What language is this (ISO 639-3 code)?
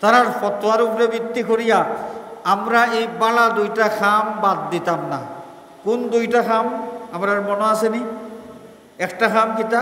syl